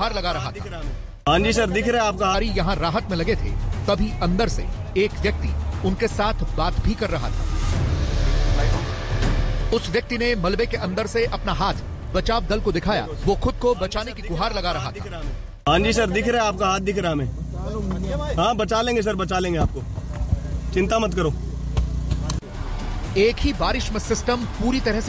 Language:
Hindi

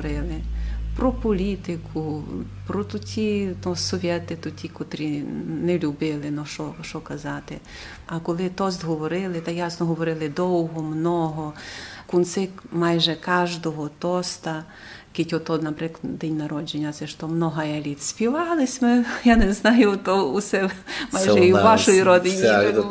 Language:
Rusyn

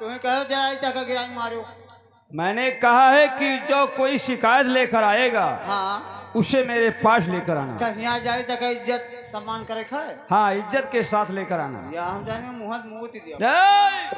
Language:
Awadhi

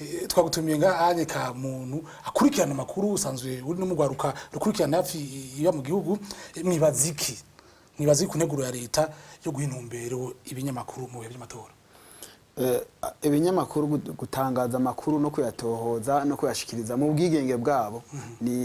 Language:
Rundi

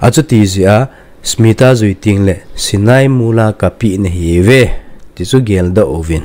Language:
Thado Chin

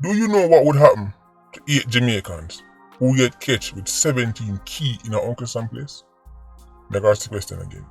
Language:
Jamaican Creole English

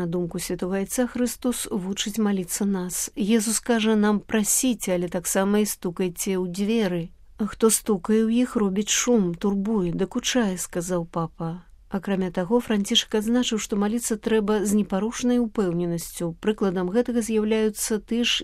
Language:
Belarusian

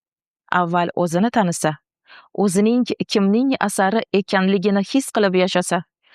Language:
Uzbek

